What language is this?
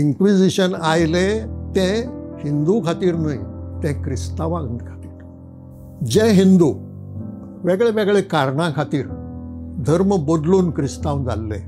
Konkani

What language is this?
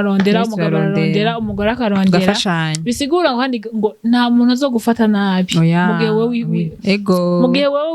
Rundi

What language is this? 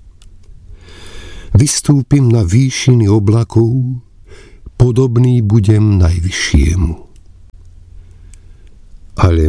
Slovak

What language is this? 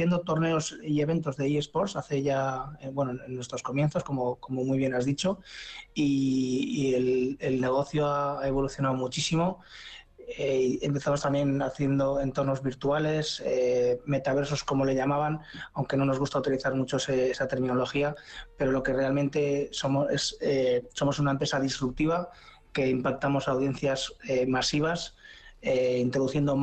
Spanish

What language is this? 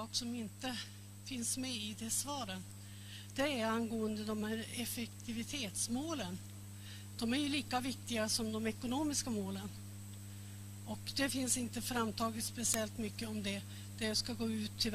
Swedish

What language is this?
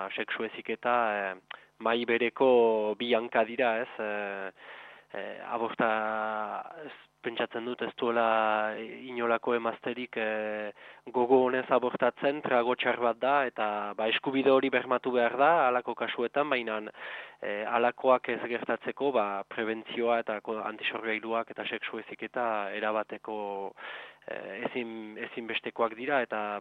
Basque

